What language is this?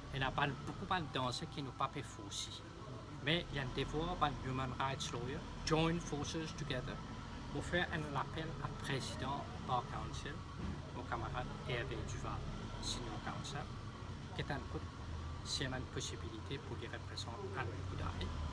Morisyen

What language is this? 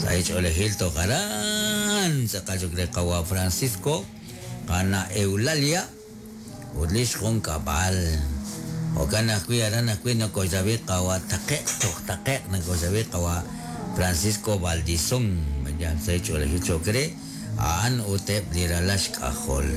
Kekchí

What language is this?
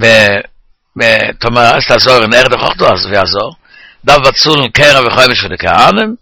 Yiddish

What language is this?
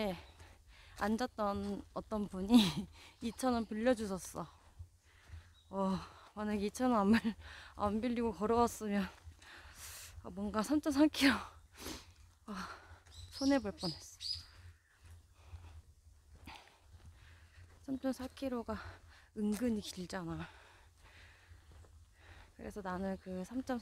Korean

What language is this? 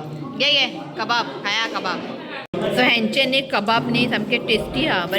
Konkani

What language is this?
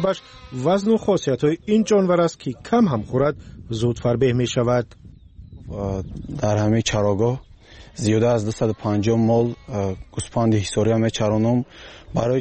Persian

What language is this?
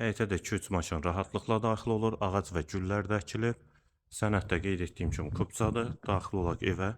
Azerbaijani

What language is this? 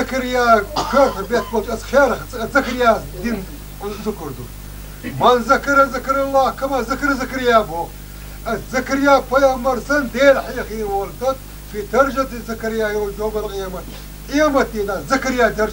Chechen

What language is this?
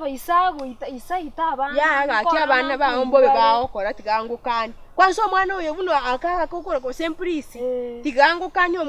Gusii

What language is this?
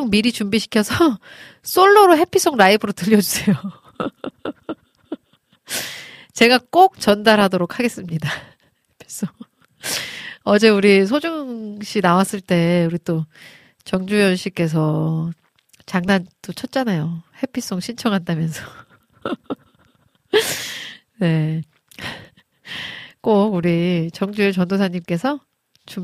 Korean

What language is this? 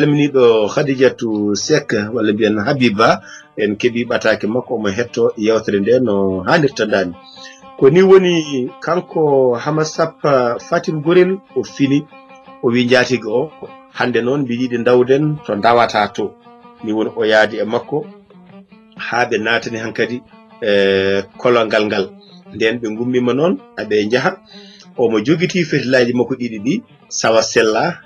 Fula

